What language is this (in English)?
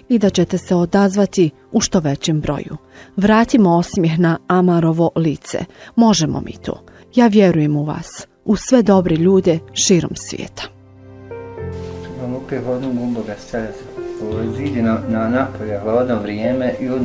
Bosnian